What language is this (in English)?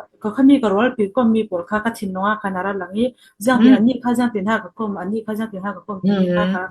Falam Chin